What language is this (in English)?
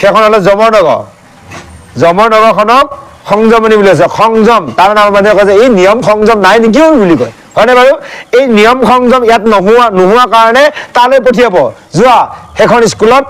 Assamese